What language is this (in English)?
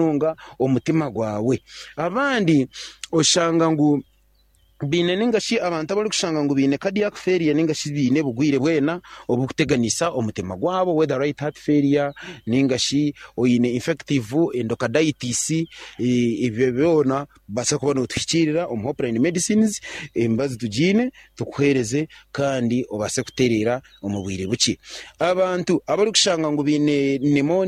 Nyankole